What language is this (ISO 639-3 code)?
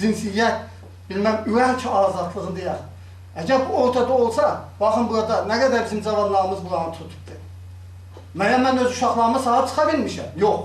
azb